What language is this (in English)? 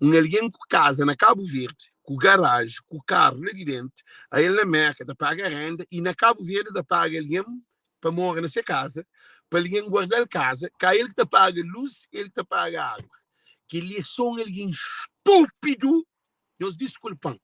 Kabuverdianu